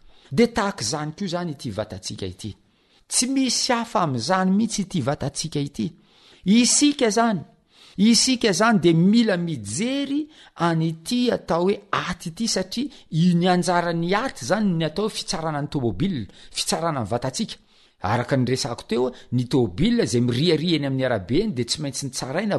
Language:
Malagasy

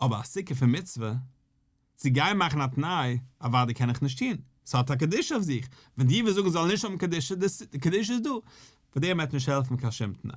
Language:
Yiddish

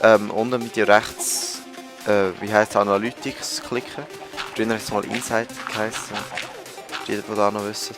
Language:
Swiss German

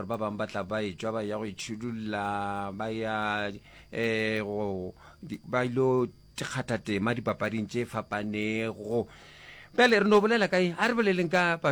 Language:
Northern Sotho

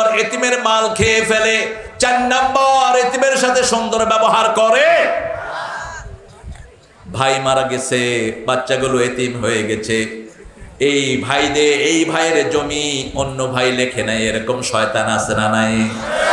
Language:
Bangla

